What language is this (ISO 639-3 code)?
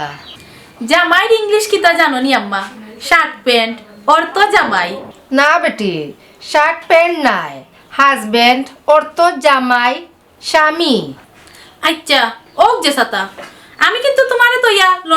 syl